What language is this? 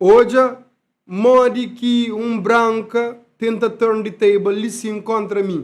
Kabuverdianu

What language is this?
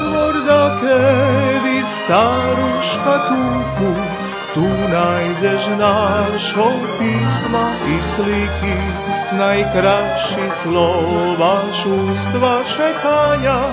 Rusyn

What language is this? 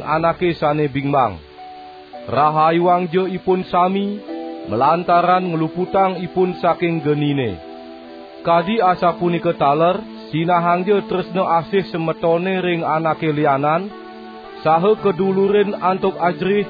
Balinese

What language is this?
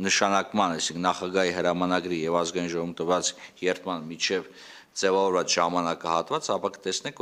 Armenian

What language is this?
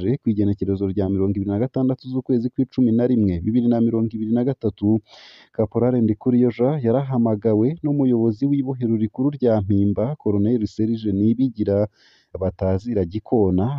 Rundi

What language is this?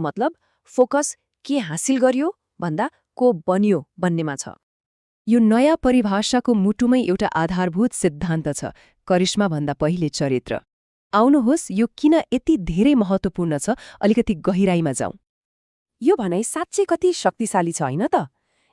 Nepali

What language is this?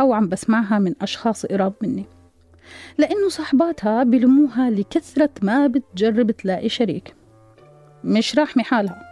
North Levantine Arabic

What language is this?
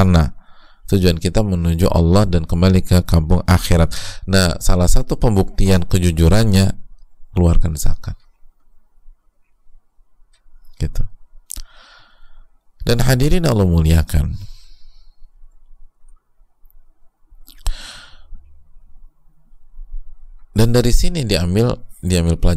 Indonesian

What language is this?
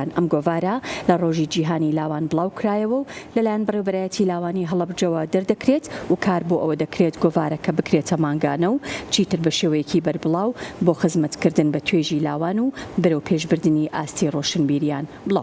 Central Kurdish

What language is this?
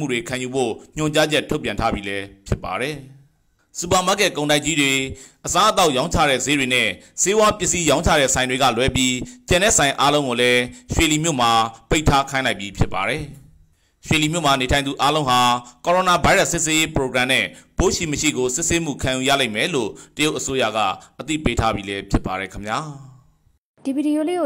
Burmese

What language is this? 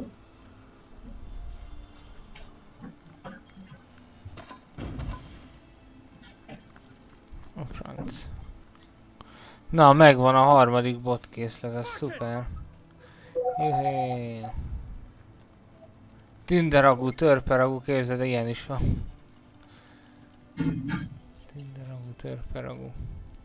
Hungarian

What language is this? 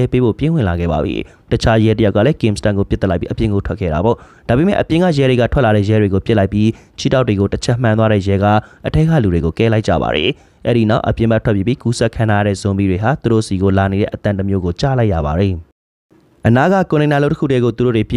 Burmese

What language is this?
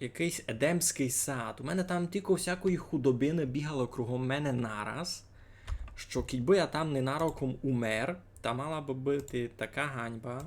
Rusyn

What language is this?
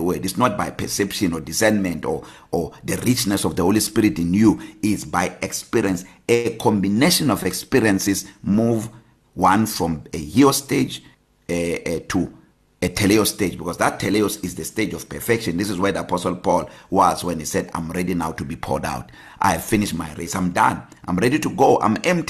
English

